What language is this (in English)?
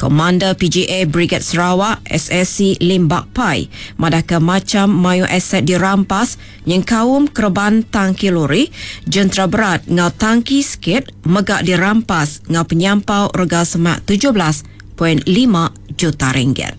Iban